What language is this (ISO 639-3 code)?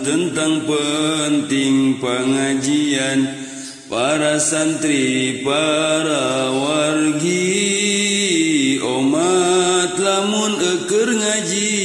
sun